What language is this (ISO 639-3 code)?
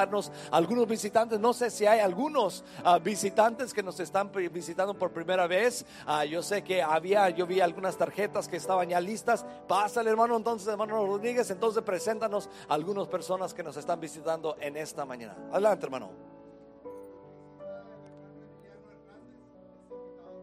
spa